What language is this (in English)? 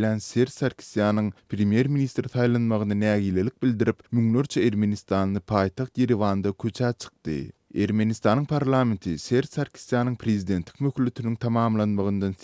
Turkmen